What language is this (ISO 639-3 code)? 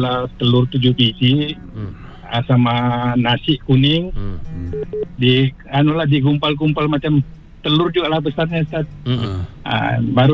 msa